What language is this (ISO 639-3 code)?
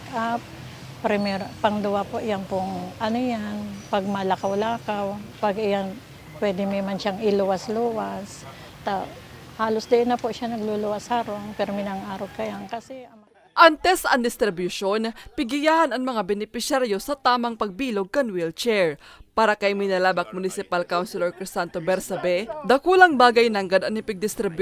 bik